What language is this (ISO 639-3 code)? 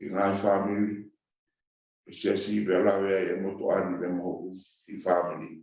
ton